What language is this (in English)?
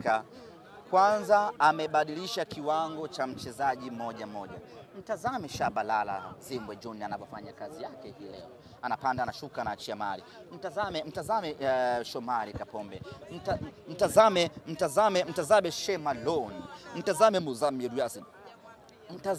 Swahili